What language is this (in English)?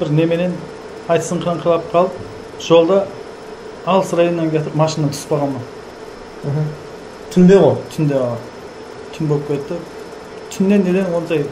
Kara-Kalpak